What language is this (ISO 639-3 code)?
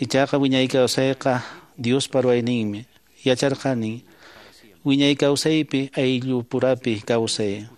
que